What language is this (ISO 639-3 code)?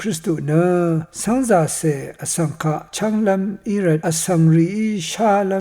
raw